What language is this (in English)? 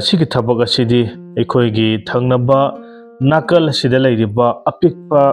Manipuri